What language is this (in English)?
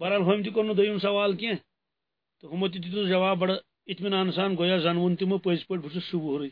Kashmiri